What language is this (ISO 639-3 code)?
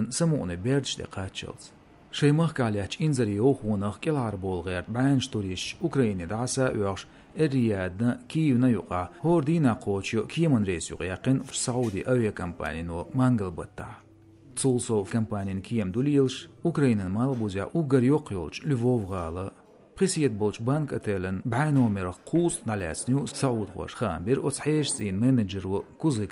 che